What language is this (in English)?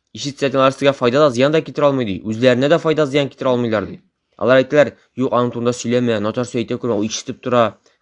Tatar